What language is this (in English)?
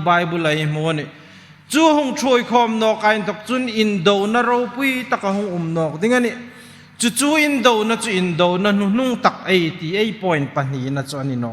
Hmar